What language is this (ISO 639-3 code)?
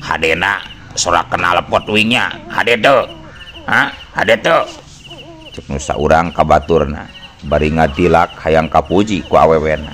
sun